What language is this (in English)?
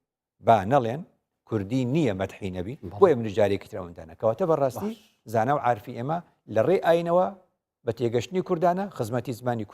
Central Kurdish